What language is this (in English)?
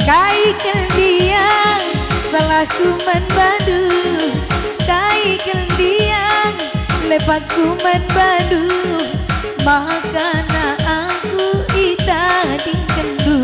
Batak Karo